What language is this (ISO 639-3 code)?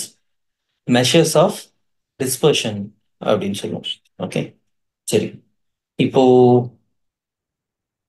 tam